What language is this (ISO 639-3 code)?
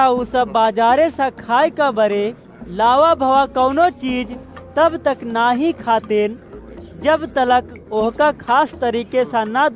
awa